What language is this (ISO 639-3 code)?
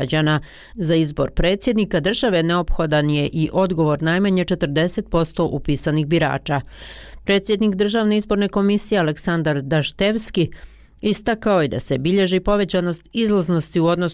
bos